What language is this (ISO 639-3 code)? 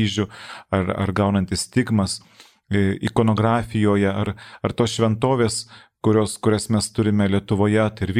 lit